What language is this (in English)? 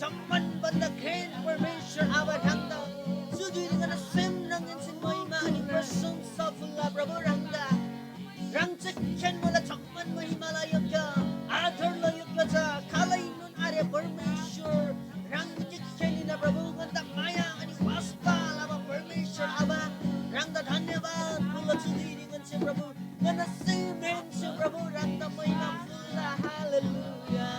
Eastern Tamang